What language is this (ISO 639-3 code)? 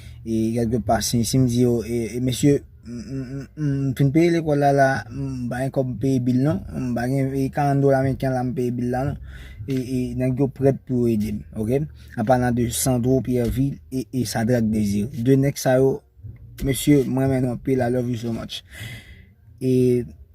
hat